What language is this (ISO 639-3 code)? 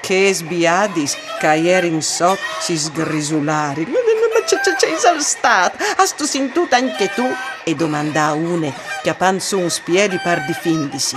fur